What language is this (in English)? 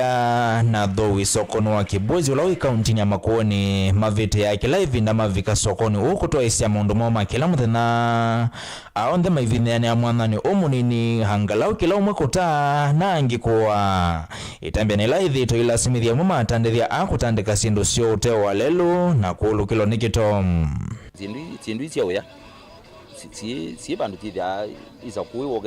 Kamba